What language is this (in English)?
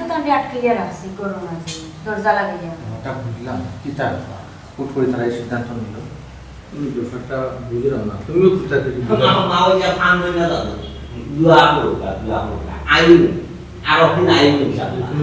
Sylheti